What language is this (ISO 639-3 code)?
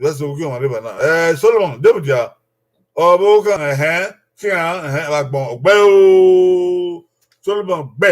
bin